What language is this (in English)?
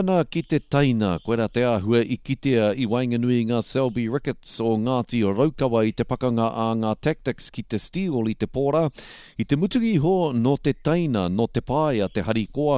Māori